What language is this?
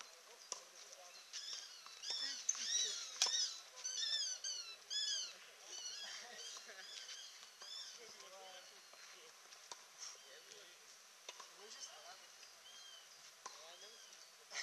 Czech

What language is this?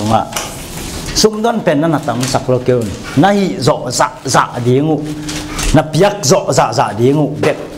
Tedim Chin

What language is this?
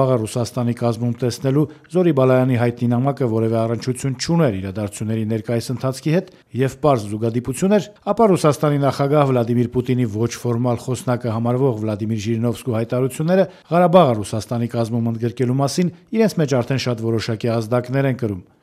Armenian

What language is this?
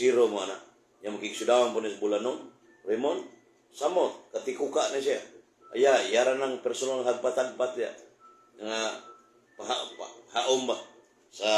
Cebuano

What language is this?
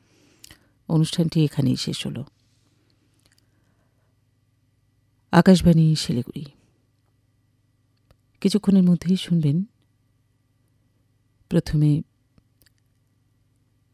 Bangla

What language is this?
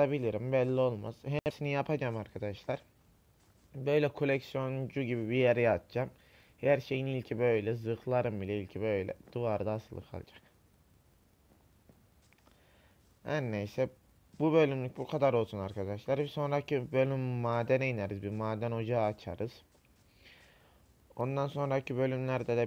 Turkish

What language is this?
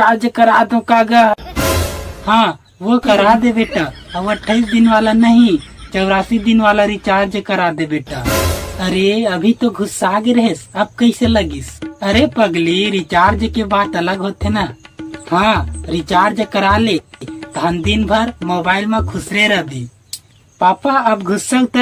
Chhattisgarhi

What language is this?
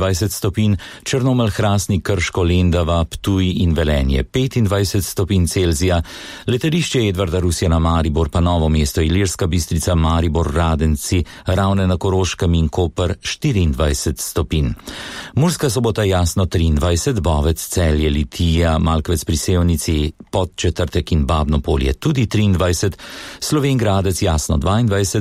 Slovenian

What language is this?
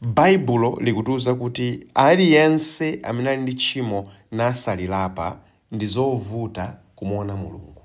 Nyanja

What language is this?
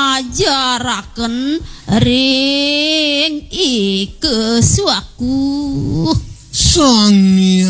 Balinese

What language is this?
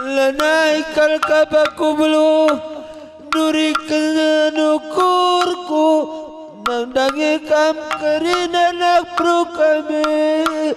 Batak Karo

